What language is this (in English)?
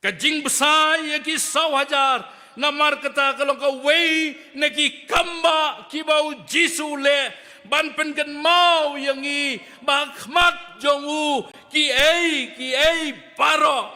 Khasi